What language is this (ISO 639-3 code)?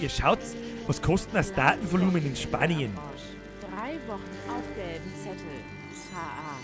bar